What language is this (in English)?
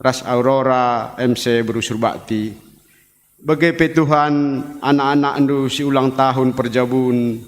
Batak Karo